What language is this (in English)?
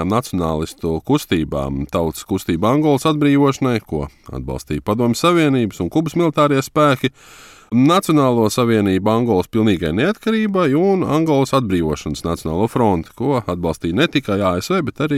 Latvian